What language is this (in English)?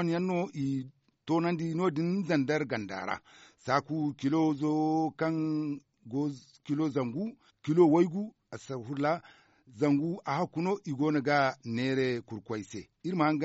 Zarma